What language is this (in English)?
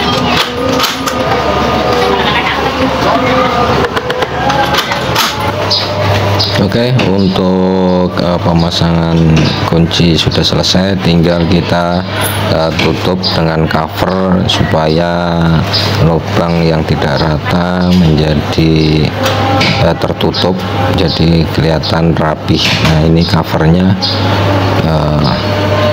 Indonesian